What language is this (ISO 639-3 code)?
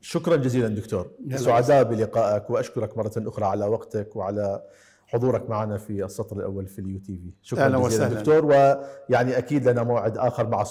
acm